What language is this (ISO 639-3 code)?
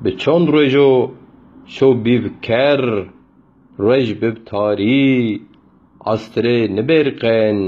zza